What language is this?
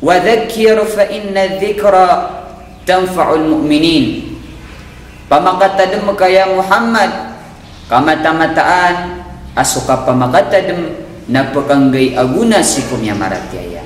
Maranao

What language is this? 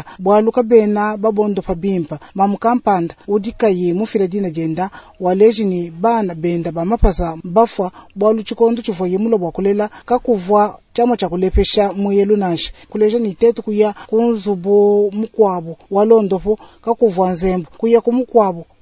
Luba-Lulua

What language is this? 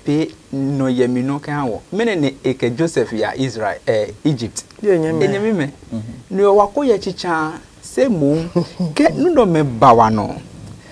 Adangme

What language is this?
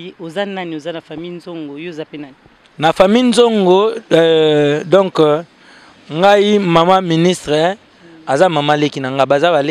Lingala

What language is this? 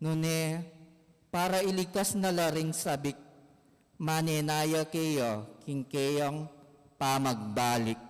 Pampanga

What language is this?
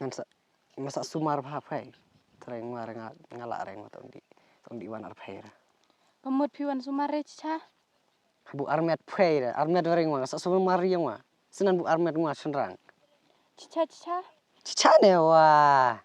Khasi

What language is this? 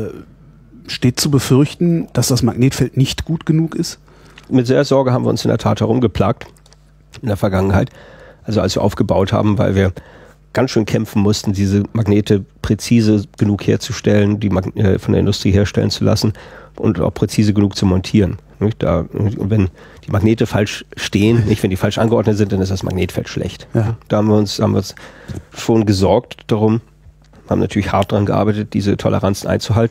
German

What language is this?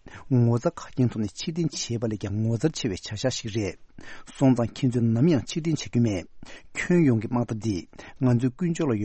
Tibetan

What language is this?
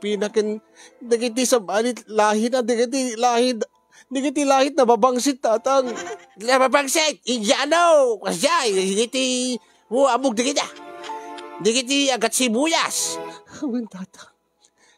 Iloko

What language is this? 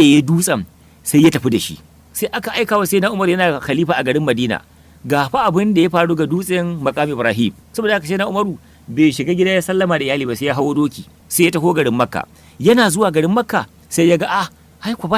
Hausa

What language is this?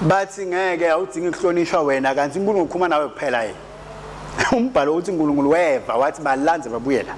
Swati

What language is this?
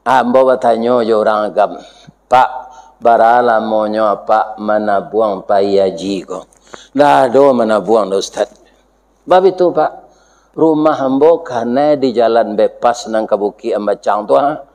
Minangkabau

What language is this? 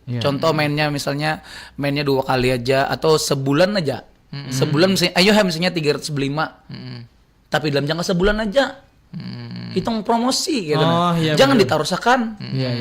Banjar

